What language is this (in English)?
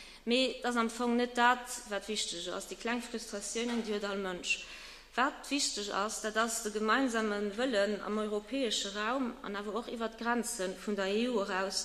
Luxembourgish